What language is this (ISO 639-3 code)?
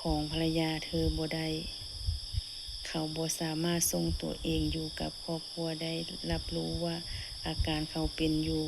lao